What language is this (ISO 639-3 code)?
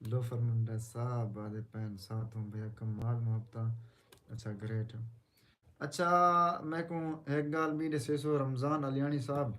skr